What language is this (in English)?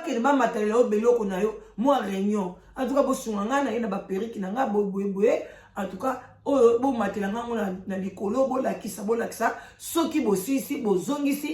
Lingala